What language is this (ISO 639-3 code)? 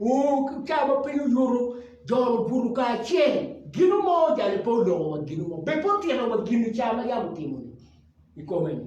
ach